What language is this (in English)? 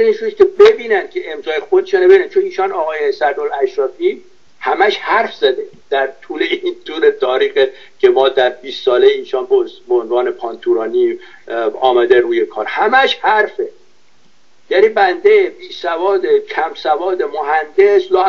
Persian